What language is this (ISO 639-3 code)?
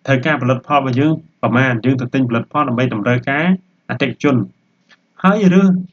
khm